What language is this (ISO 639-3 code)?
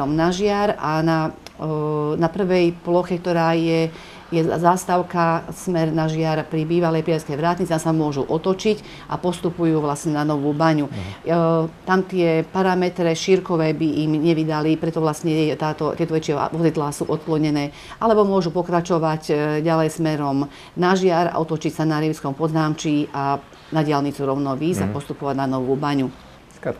slk